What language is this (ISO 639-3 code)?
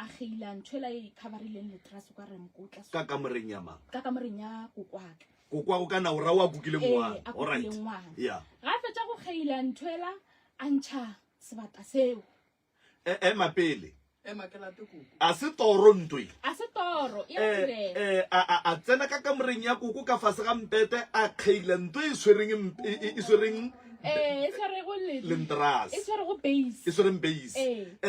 nso